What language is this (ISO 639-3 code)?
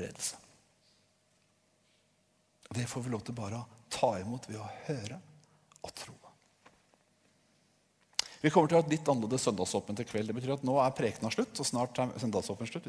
nor